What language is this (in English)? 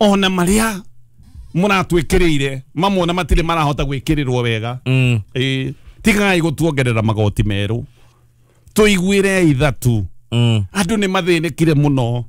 Kikuyu